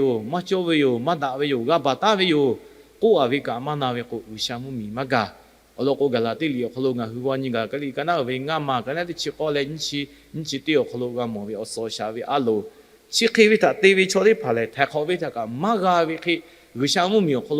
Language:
Lahu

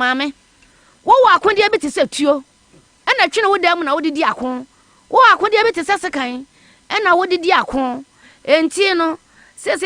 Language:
Akan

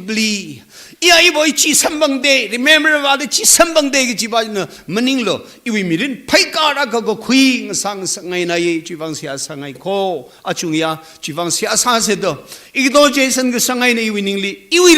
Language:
Tangkhul Naga (India)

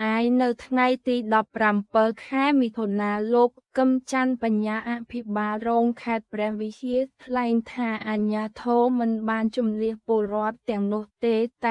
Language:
Khmer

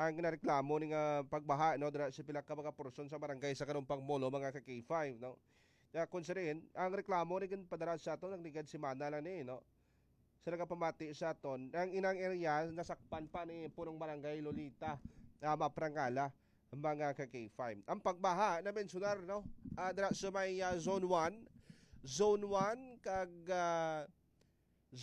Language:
Hiligaynon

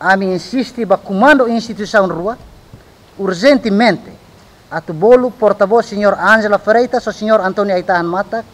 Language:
Tetum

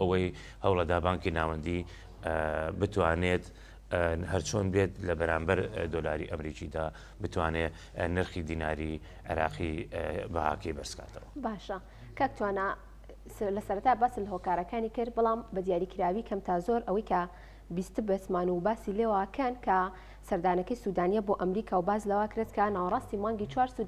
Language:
Central Kurdish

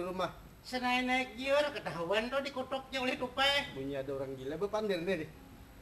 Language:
Banjar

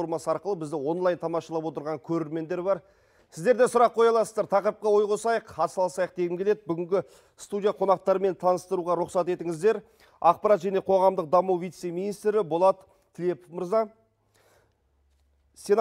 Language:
Kazakh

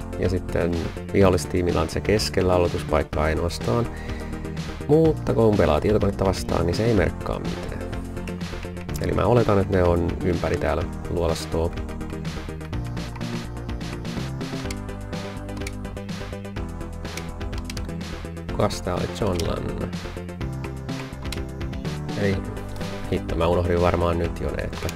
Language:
Finnish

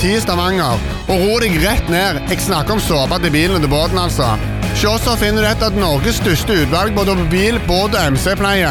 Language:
Norwegian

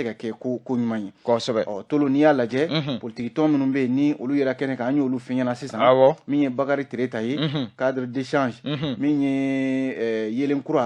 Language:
Bambara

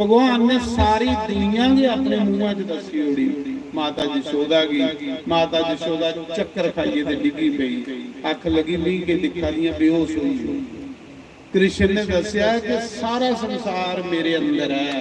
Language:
Dogri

